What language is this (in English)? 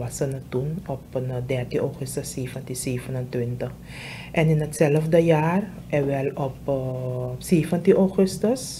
Dutch